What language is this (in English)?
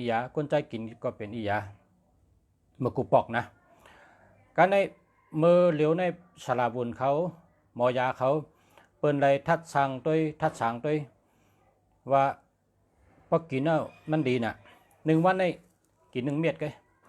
Shan